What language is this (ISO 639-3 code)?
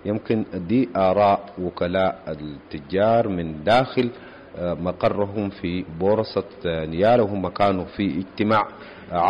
apd